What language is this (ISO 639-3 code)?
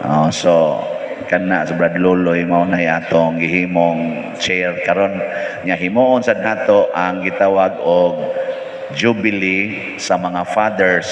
ceb